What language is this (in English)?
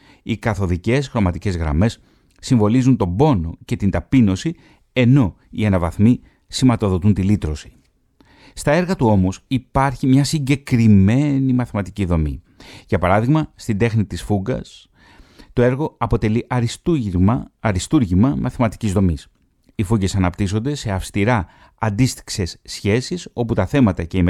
Greek